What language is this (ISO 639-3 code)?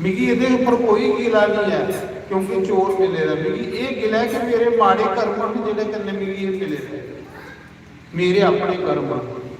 doi